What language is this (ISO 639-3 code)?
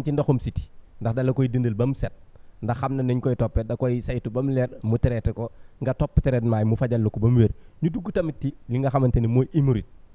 wol